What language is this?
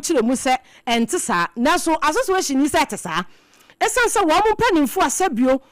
Akan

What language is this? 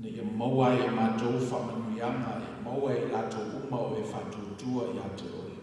Samoan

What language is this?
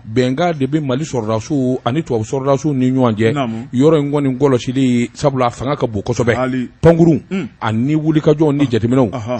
Bambara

